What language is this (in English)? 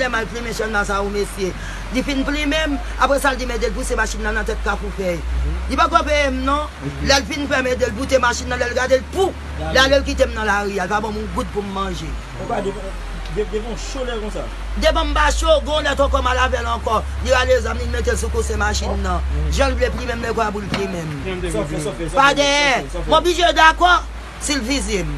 Haitian Creole